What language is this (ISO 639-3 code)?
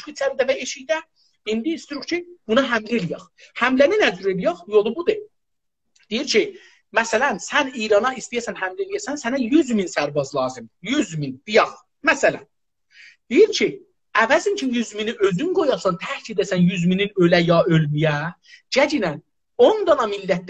azb